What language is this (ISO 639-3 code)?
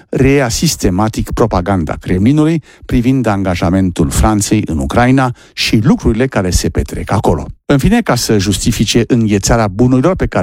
ron